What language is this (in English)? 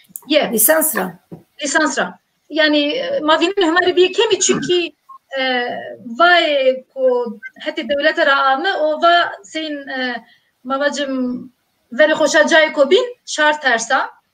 Zaza